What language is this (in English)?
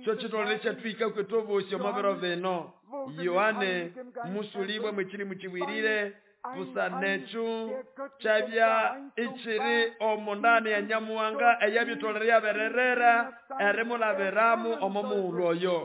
Nande